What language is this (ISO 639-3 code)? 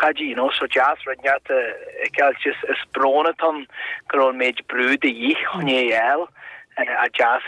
gle